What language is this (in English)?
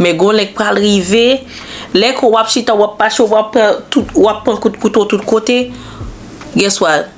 Haitian Creole